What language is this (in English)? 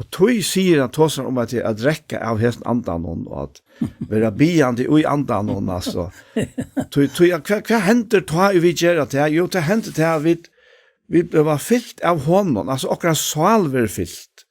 Faroese